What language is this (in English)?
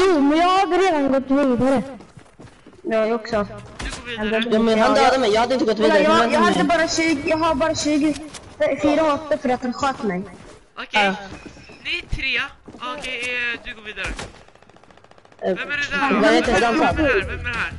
Swedish